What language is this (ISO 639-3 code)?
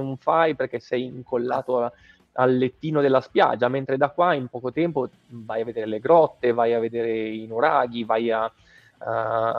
ita